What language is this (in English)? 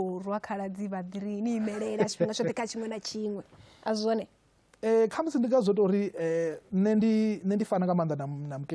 Venda